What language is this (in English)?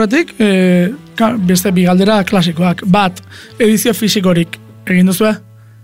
Basque